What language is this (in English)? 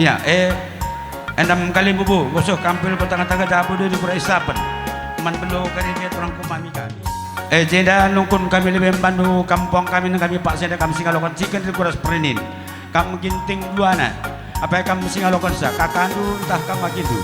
Batak Karo